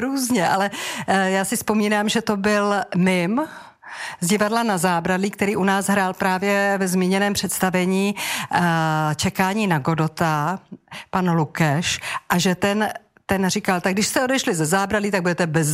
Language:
Czech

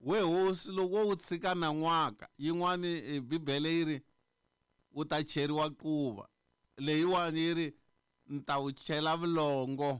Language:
Tsonga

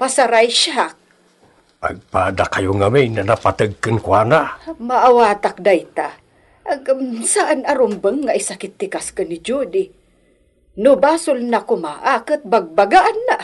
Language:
Iloko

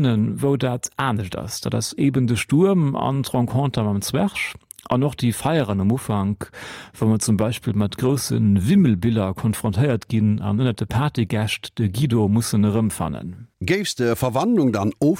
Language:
Luxembourgish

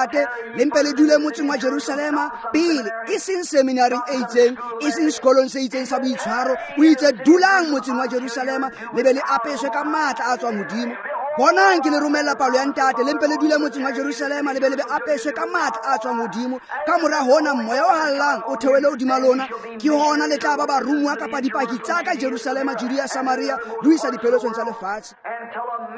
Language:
Tswana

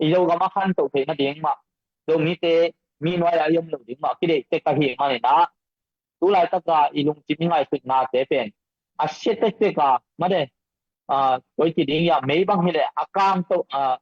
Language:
Tedim Chin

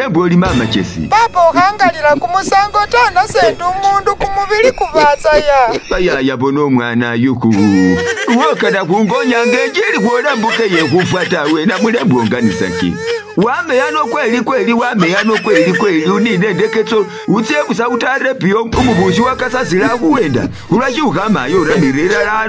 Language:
Masaaba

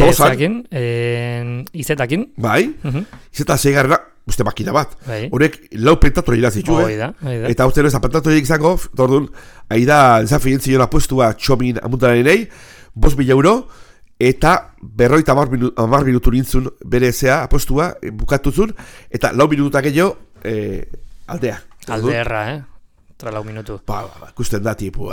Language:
Basque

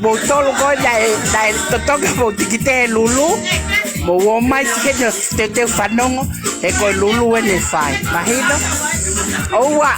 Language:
Tongan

